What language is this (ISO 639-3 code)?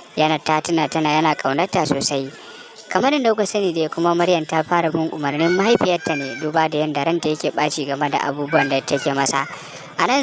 hau